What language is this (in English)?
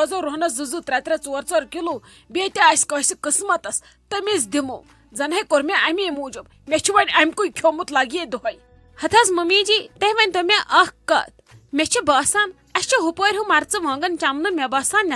Kashmiri